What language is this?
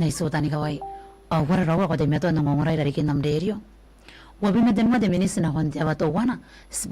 Gilbertese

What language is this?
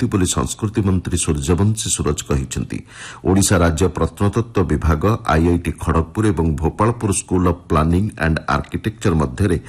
Odia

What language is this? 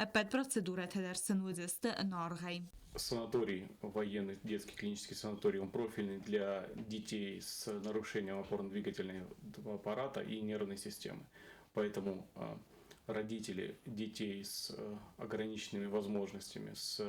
Ossetic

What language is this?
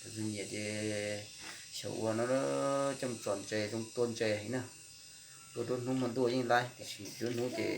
Hmong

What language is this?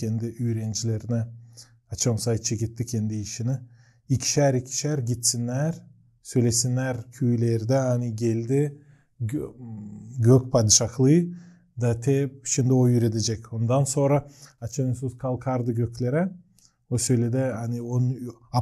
Gagauz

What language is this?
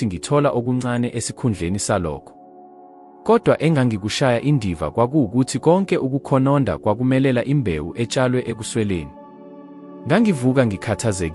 Zulu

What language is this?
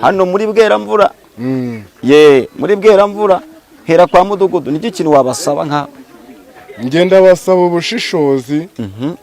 Kinyarwanda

